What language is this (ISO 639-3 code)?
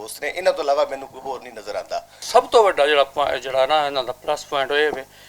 lah